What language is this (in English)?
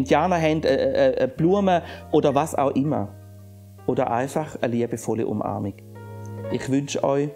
Swiss German